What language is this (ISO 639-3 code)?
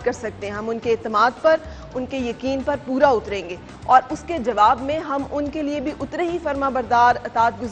urd